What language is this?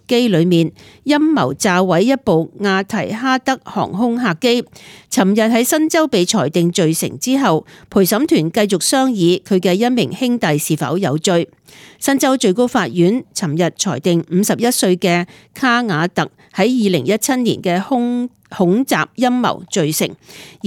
Cantonese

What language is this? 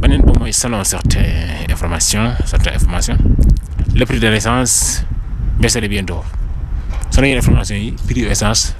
Wolof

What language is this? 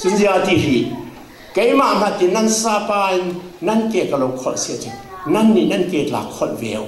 Falam Chin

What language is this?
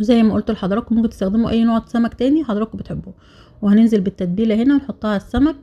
Egyptian Arabic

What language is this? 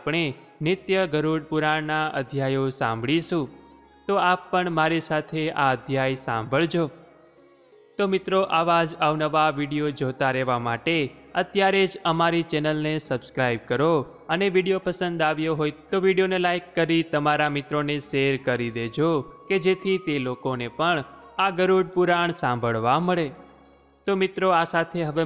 Gujarati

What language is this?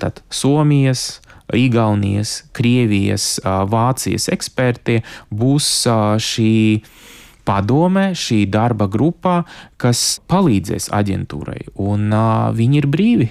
Latvian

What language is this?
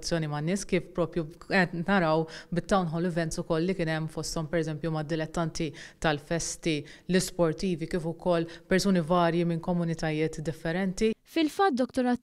Maltese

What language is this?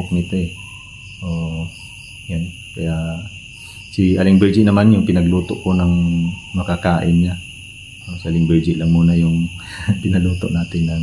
Filipino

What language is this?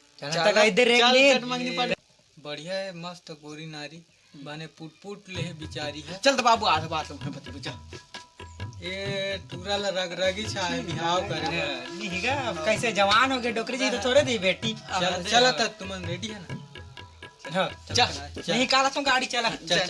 Chhattisgarhi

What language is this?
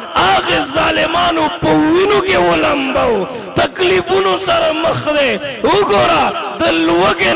Pashto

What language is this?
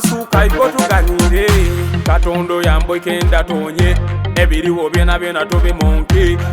Soga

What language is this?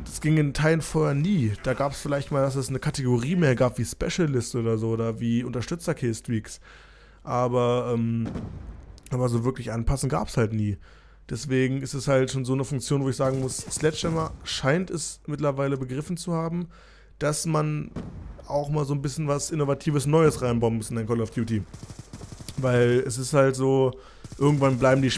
German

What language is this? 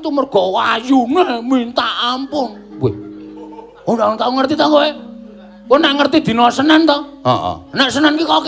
Javanese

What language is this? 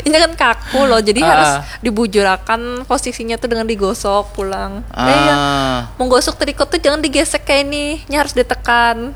Banjar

